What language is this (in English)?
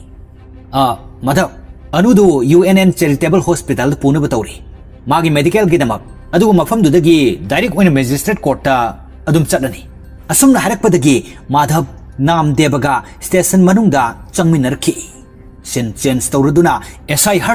Manipuri